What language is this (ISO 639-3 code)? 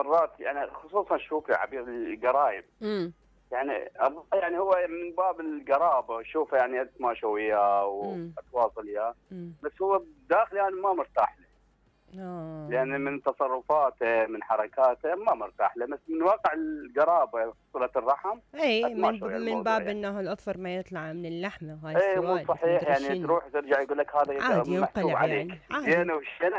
acm